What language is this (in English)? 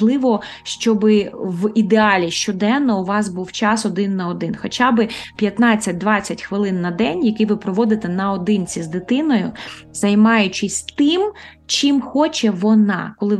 Ukrainian